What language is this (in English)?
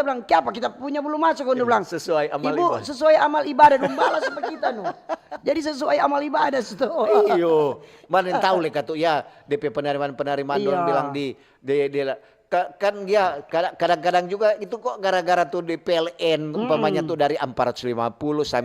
Manado Malay